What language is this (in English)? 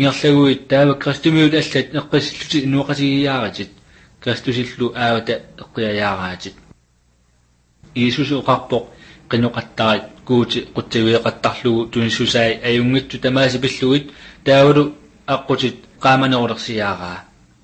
Kalaallisut